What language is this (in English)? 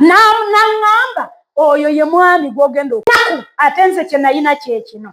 Ganda